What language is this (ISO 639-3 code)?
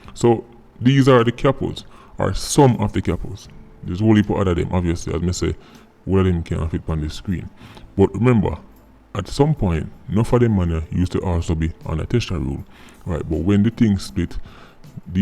jam